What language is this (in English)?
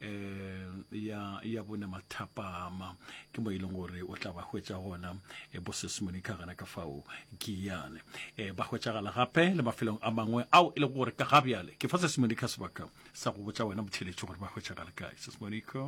Northern Sotho